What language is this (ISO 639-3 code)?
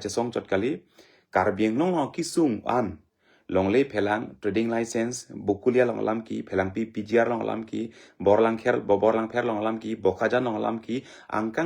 mjw